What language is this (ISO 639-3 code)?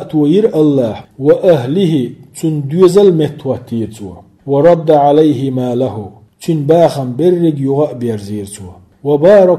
che